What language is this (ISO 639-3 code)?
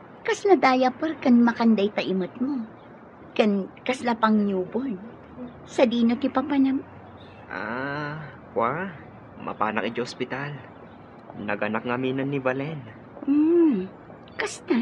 ilo